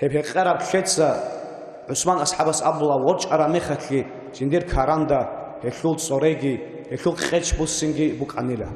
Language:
Avaric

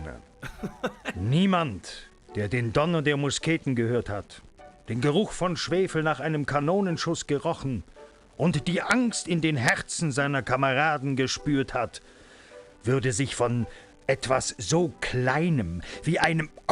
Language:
Bavarian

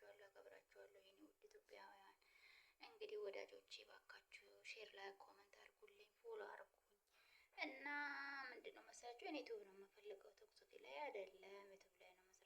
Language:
Amharic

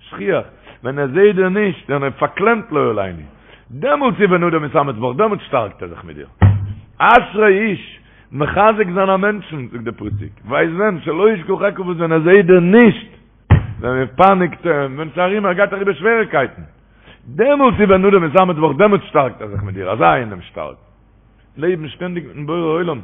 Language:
Yiddish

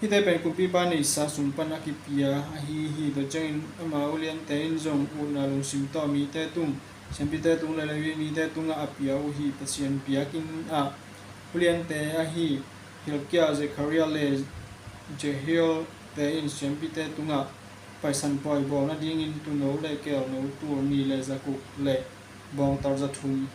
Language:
Tedim Chin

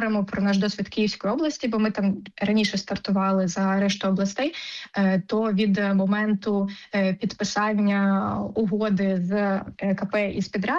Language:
Ukrainian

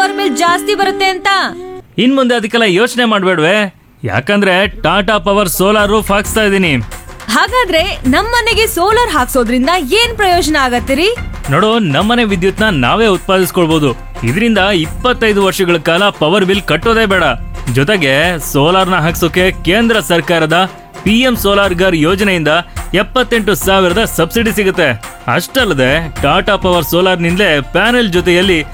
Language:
Kannada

